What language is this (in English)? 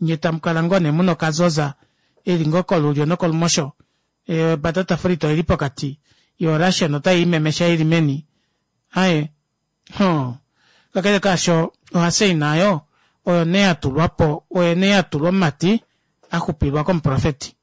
Kuanyama